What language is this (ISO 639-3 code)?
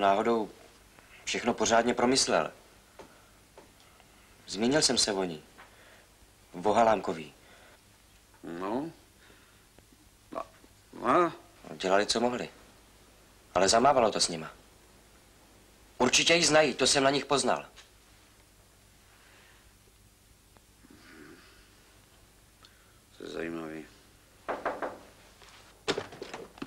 ces